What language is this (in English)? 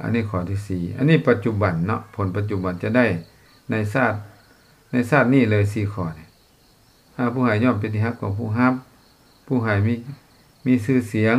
Lao